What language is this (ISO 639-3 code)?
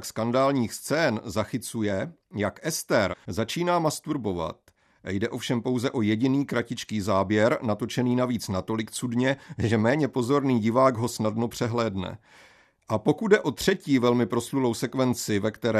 ces